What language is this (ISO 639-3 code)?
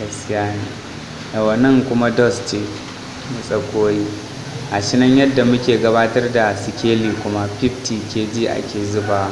hau